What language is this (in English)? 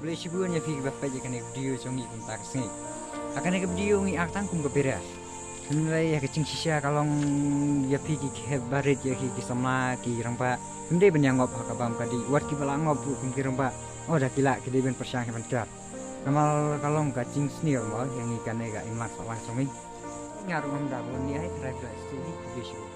Khasi